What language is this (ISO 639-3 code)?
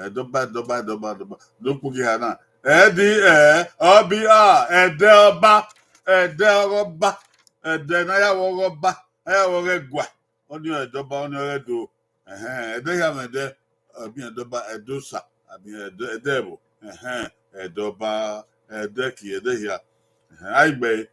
bin